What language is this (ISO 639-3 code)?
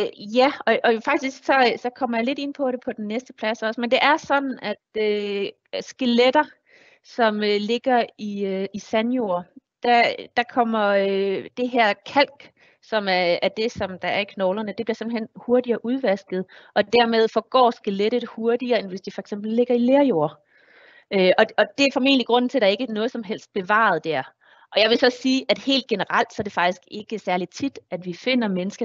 dan